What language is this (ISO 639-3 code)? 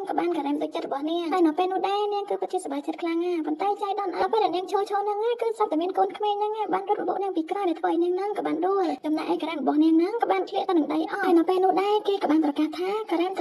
khm